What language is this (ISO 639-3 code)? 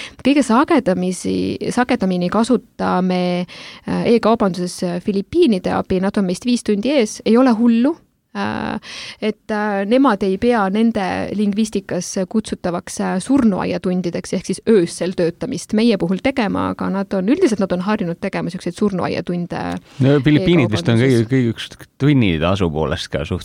est